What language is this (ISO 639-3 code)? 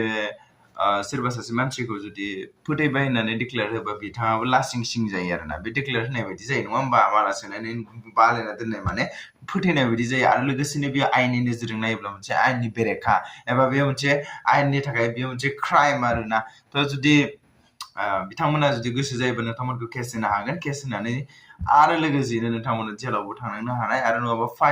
brx